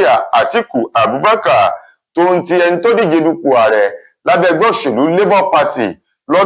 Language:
Yoruba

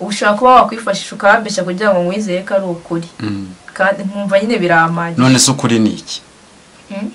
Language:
Kinyarwanda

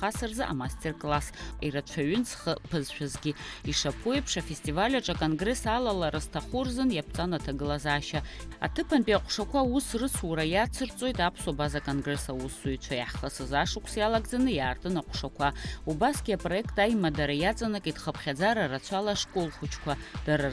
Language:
Abkhazian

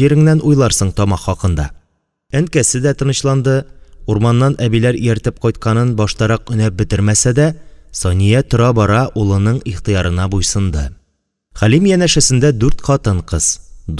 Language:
Tatar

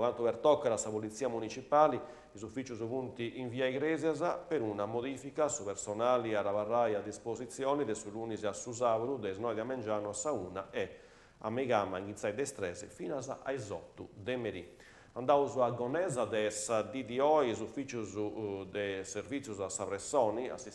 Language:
Sardinian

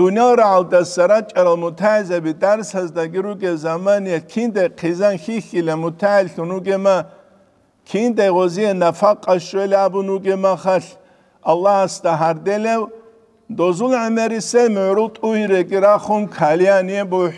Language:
Avaric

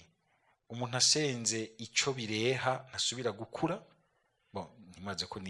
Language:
Rundi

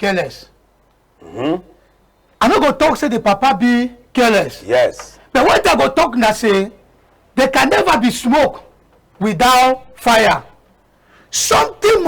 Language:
Cameroon Pidgin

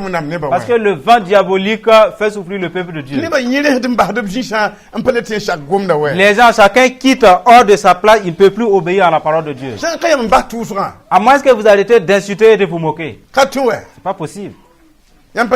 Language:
Mossi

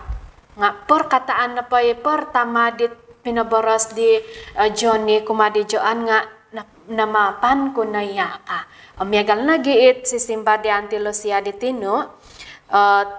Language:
Central Dusun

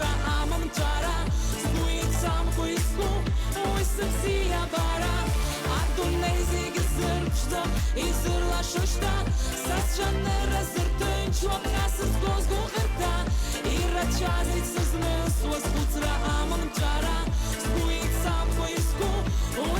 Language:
Abkhazian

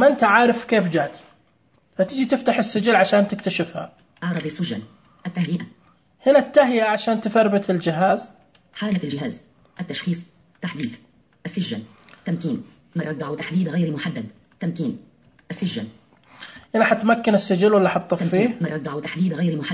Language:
Najdi Arabic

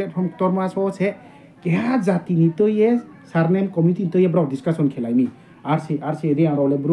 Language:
Riang (India)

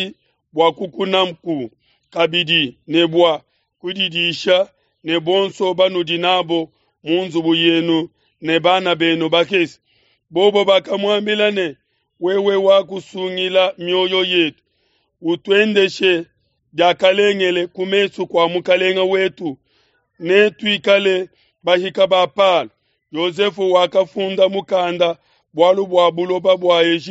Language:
Luba-Lulua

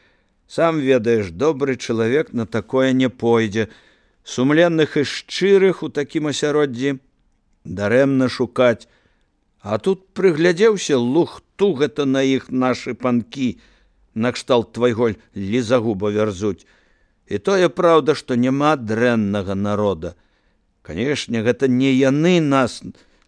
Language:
Belarusian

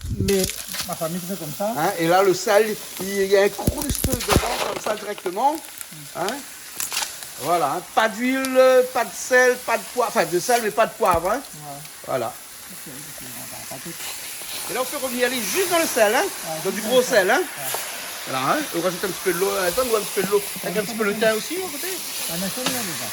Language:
Réunion Creole French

